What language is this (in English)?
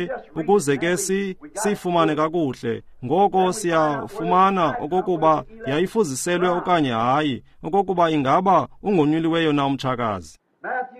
Xhosa